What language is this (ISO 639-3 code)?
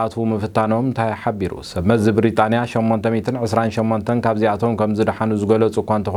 tir